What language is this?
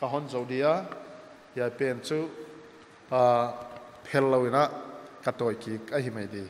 Paite Chin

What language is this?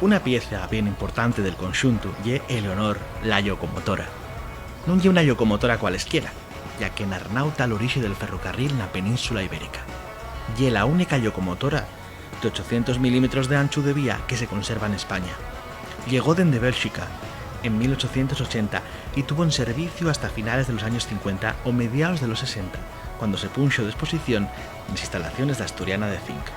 Asturian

